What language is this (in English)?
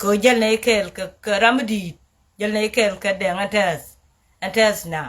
Nuer